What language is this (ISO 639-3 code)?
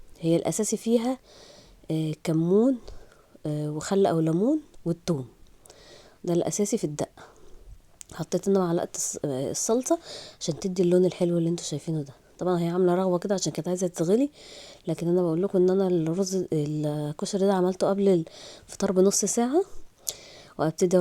arz